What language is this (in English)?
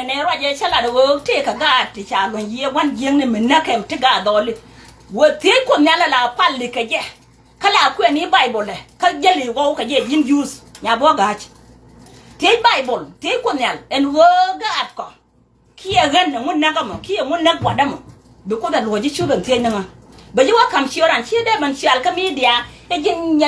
Nuer